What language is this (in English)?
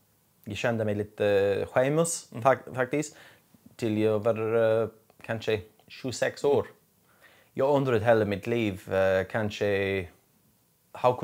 Swedish